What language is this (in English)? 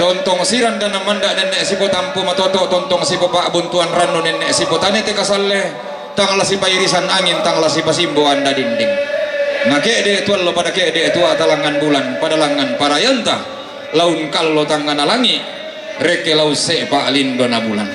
Toraja-Sa'dan